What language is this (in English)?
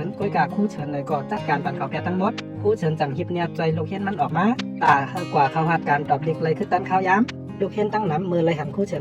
Shan